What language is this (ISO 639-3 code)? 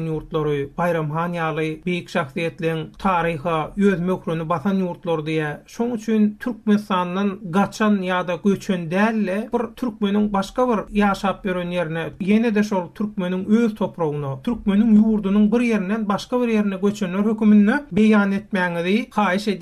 tuk